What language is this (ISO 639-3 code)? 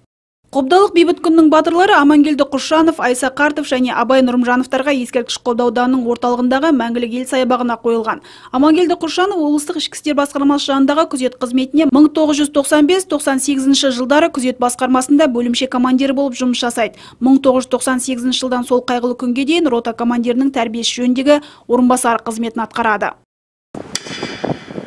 kaz